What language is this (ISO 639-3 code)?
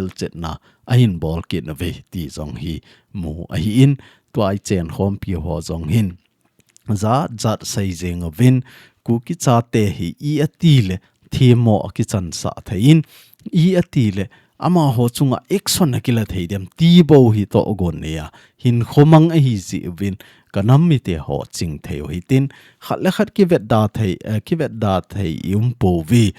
tcz